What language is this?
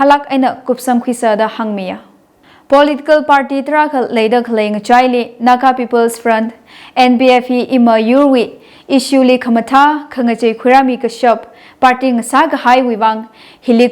Tangkhul Naga (India)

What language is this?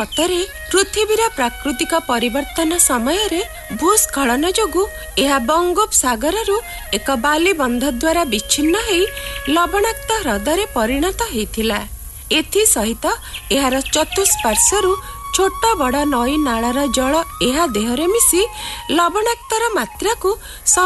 Odia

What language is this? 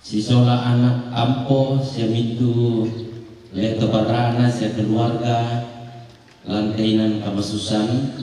Toraja-Sa'dan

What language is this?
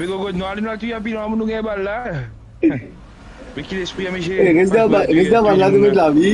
Morisyen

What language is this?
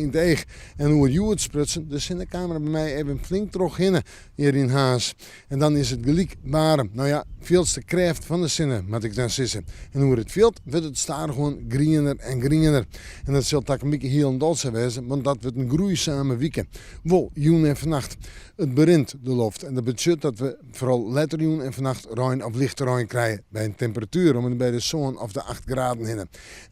Western Frisian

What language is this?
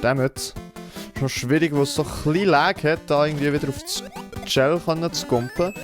Swiss German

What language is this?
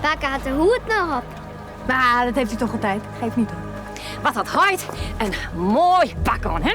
Western Frisian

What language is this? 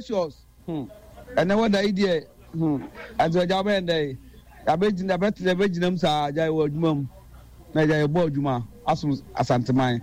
Akan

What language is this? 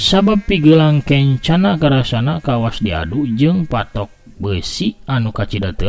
Sundanese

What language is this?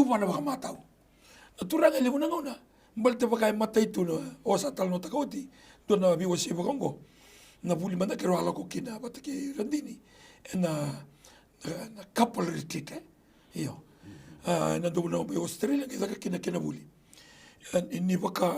Fijian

